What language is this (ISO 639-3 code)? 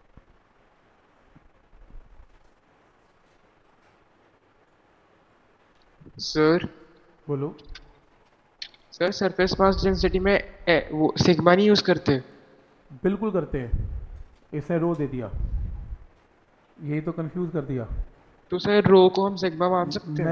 hin